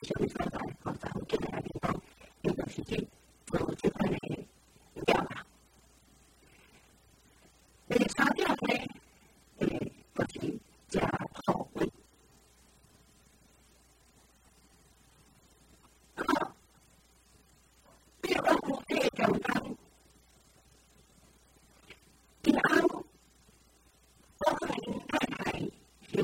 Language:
Min Nan Chinese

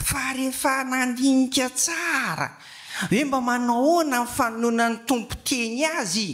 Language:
Malagasy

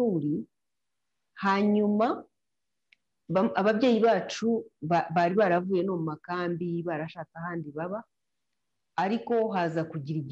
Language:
Kinyarwanda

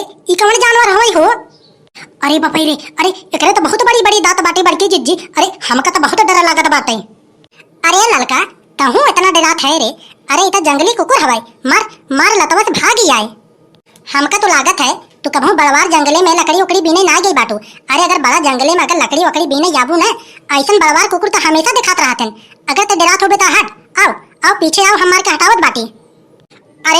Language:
Awadhi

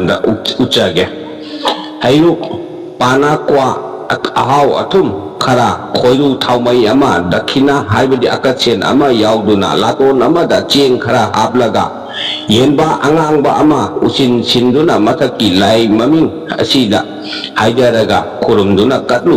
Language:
Manipuri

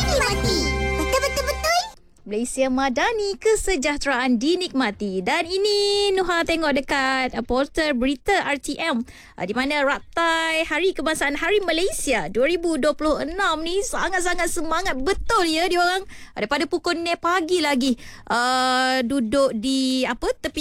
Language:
Malay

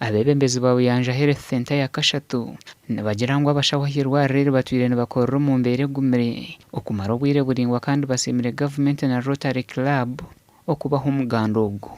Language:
Nyankole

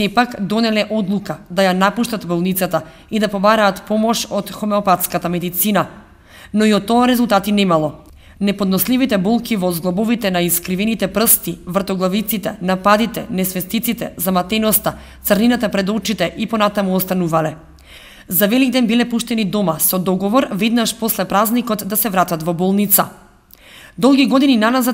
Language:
Macedonian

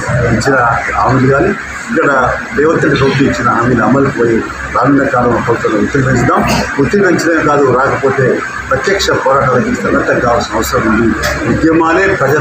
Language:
Telugu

